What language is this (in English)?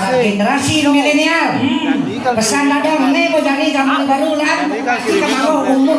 Balinese